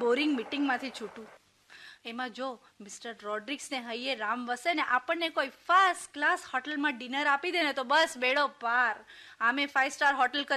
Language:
Gujarati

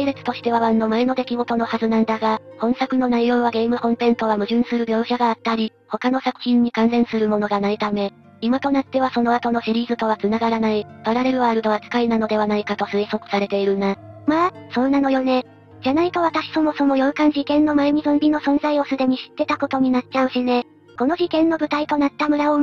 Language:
Japanese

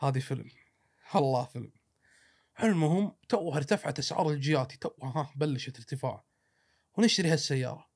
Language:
Gulf Arabic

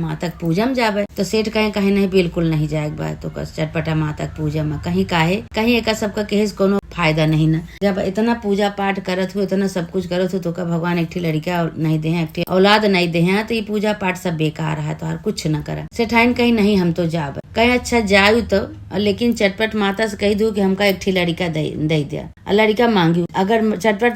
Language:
Awadhi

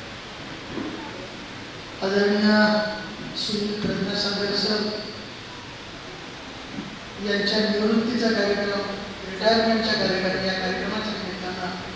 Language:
Marathi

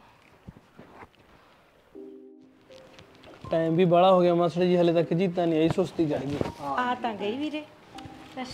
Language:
Punjabi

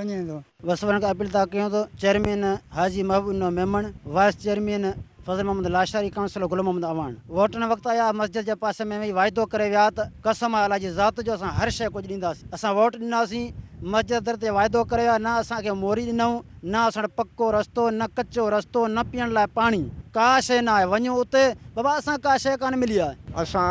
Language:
Sindhi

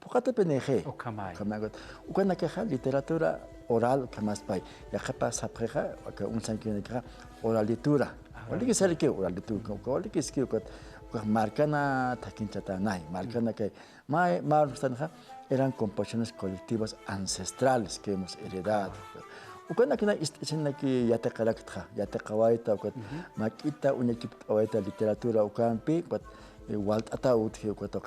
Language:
Aymara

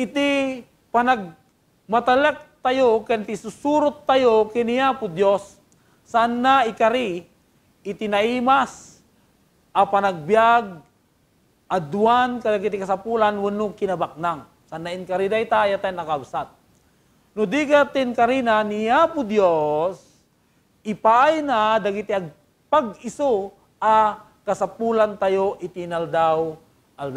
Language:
Iloko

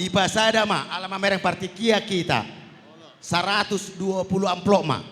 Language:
Batak Toba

